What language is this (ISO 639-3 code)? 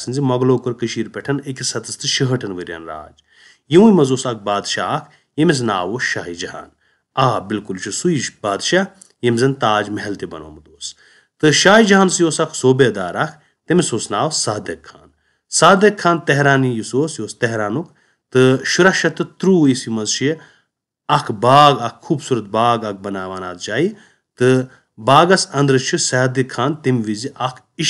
kas